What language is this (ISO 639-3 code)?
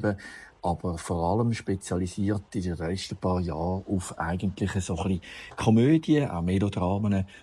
gsw